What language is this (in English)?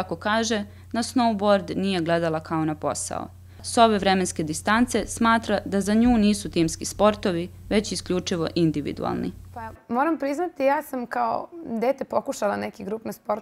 Serbian